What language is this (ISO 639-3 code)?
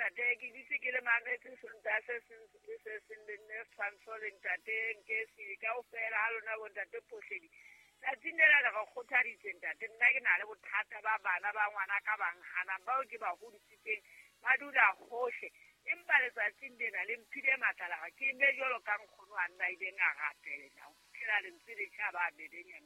sot